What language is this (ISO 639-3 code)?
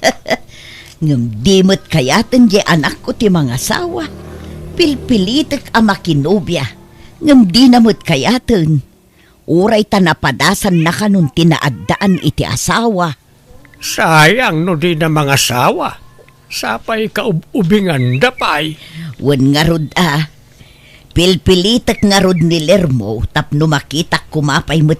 ilo